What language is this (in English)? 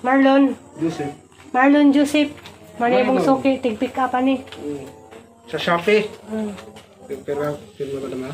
Cebuano